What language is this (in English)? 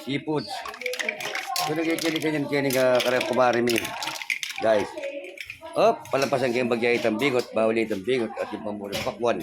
Pampanga